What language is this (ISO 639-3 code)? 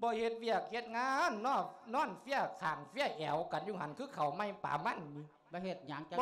lao